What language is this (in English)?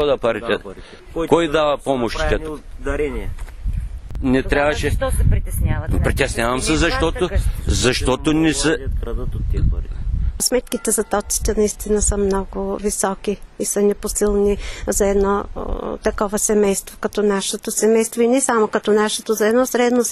Bulgarian